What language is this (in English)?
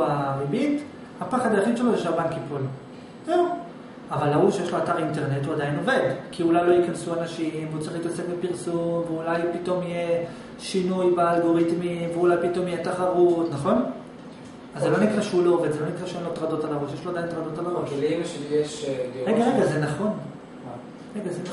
Hebrew